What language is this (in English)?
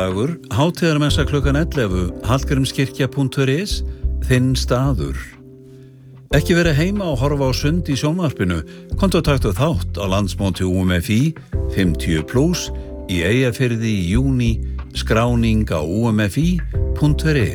Icelandic